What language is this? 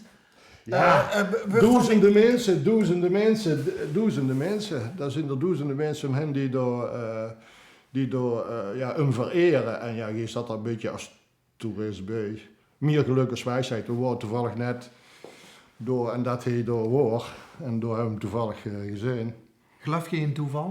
Limburgish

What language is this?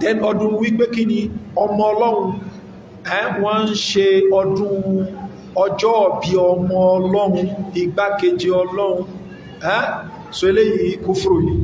Yoruba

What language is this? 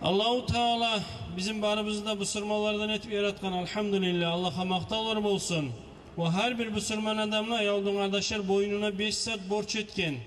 Kumyk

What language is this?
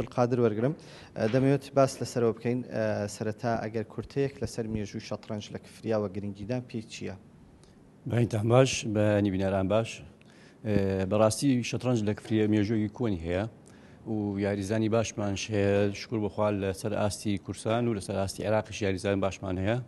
Central Kurdish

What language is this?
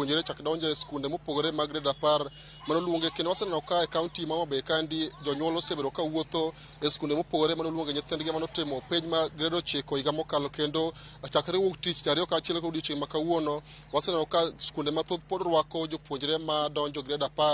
Luo (Kenya and Tanzania)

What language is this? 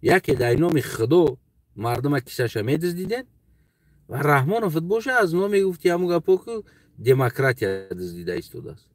Tajik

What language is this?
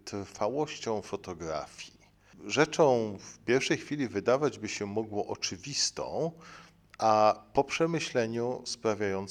Polish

